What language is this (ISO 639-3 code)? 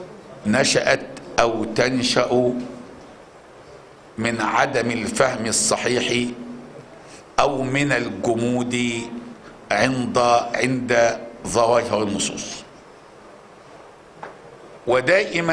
ara